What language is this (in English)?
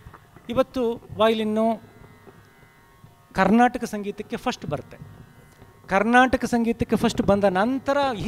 Kannada